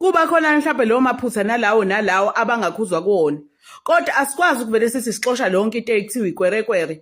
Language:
Zulu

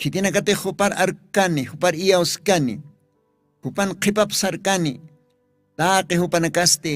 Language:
Aymara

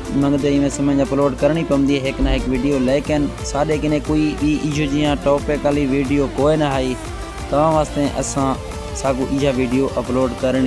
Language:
Saraiki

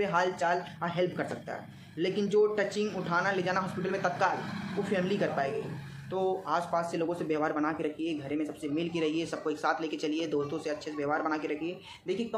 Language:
Hindi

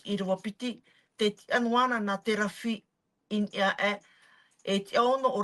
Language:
Tahitian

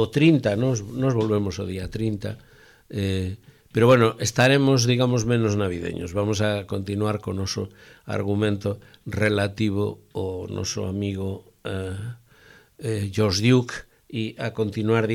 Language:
Galician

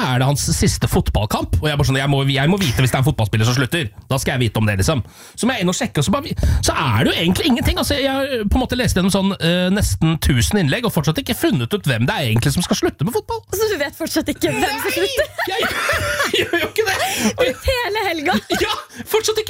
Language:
Norwegian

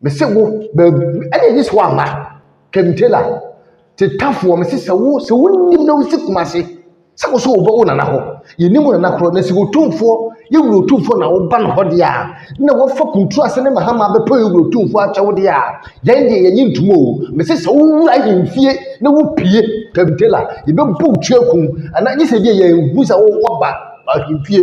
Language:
Akan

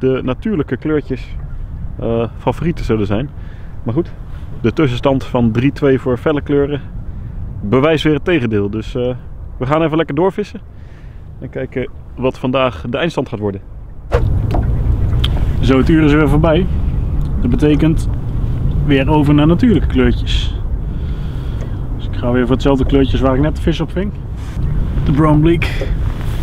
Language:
Dutch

